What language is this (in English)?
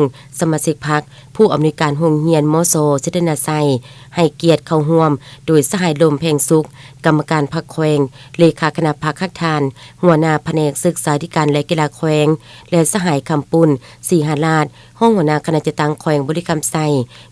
Lao